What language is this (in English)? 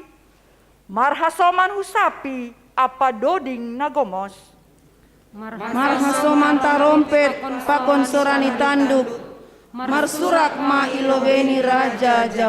Batak Simalungun